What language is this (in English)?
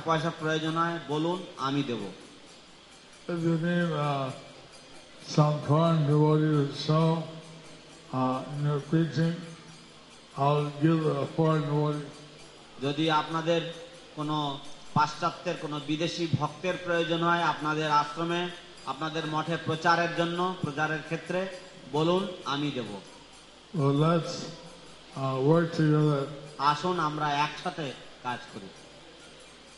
Bangla